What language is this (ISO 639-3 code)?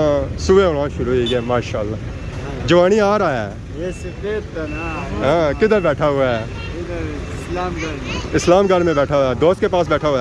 phr